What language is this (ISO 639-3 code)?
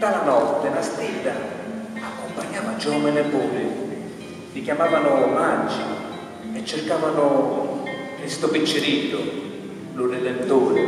scn